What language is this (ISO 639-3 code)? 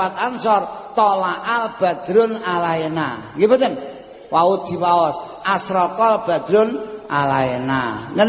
jav